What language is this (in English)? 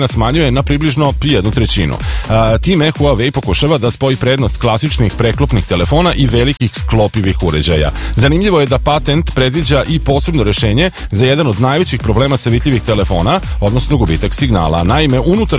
Serbian